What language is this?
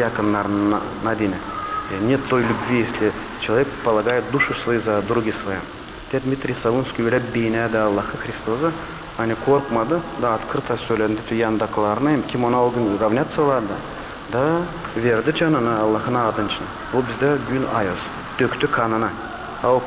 Gagauz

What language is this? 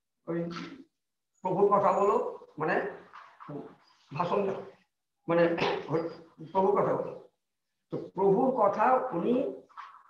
Bangla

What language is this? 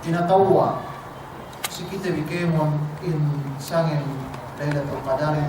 Yakan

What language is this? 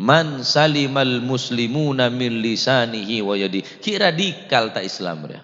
Madurese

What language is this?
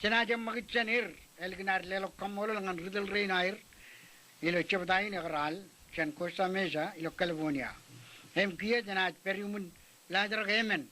Marshallese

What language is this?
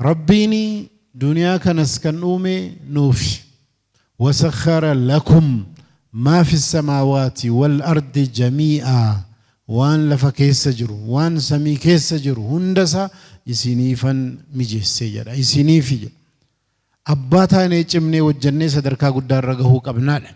Oromo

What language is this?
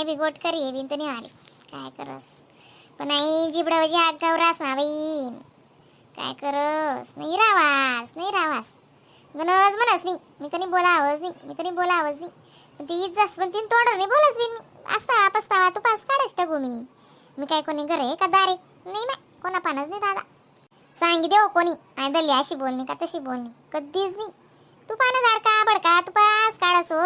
Khandesi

